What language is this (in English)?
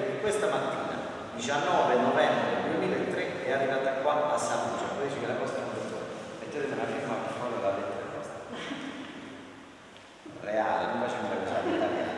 Italian